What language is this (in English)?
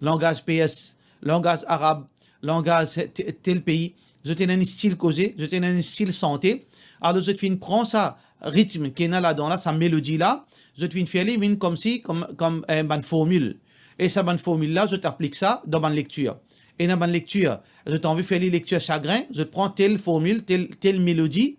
Morisyen